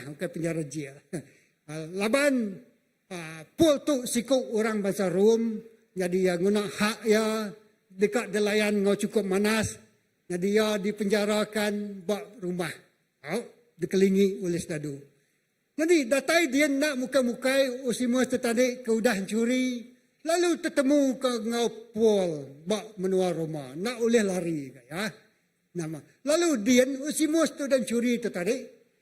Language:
Iban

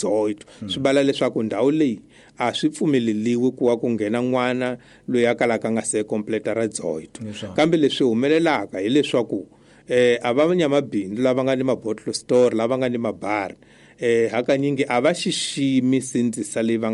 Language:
Tsonga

